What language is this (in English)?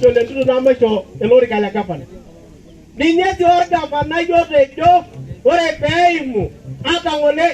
Masai